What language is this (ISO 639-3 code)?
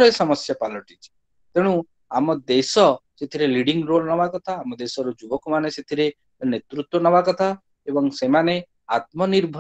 ori